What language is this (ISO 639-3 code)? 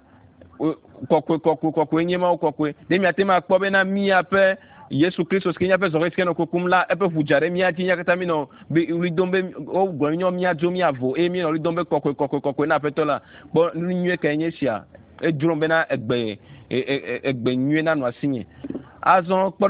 ewe